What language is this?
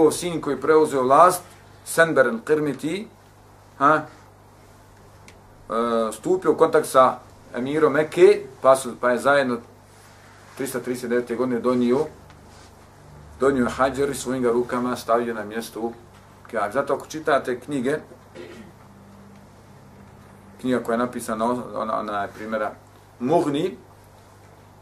Bosnian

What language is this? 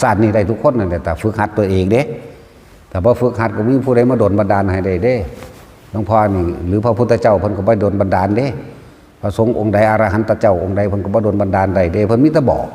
Northeastern Thai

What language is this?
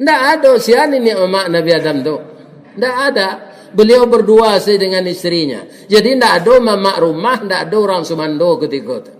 Minangkabau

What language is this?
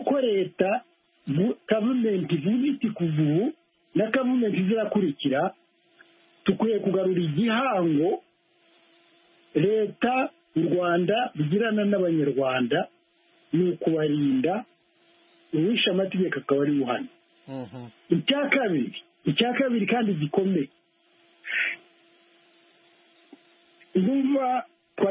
Kinyarwanda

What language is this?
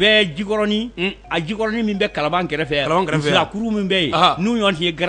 Bambara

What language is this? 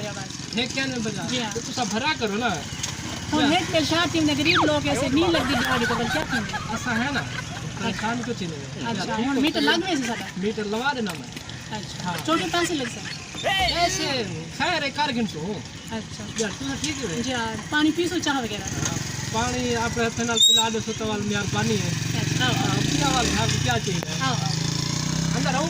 Saraiki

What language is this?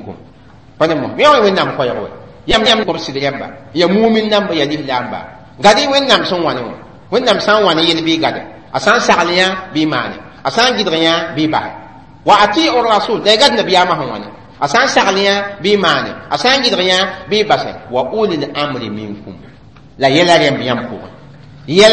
Mossi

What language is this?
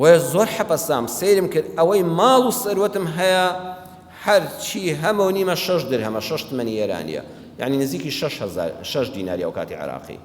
Central Kurdish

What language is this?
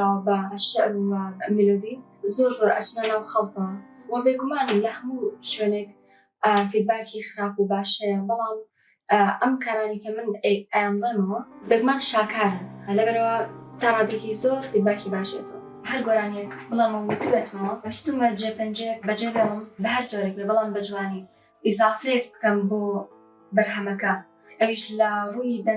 Central Kurdish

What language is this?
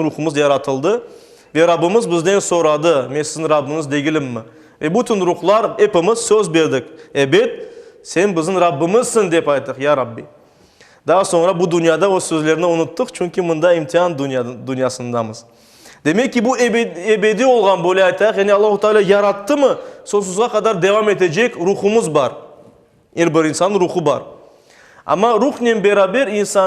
Crimean Tatar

